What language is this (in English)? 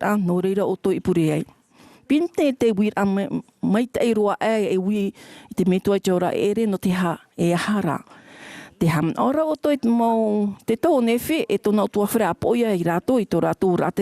Tahitian